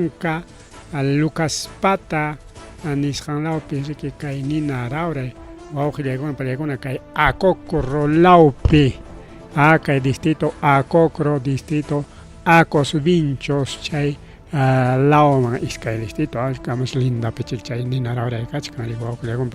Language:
Ayacucho Quechua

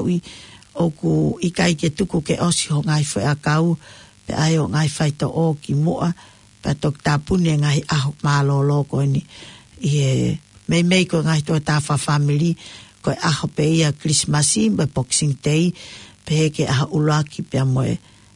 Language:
Tongan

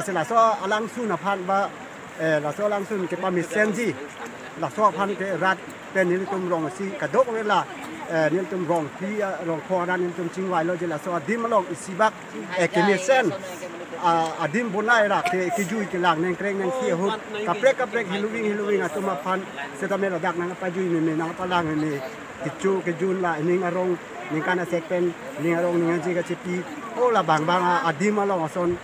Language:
Karbi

